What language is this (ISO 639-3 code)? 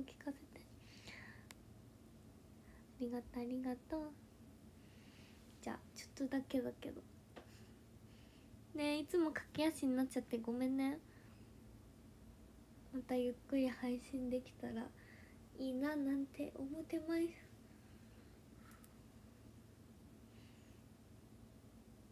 jpn